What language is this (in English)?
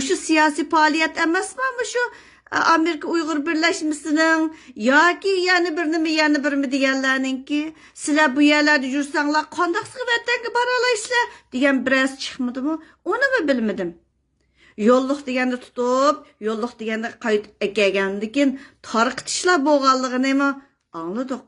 Uyghur